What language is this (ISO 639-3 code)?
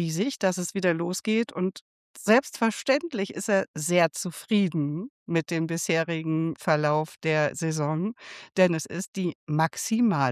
deu